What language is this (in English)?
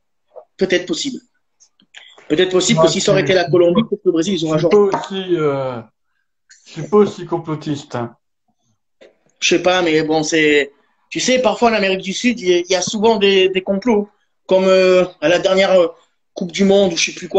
French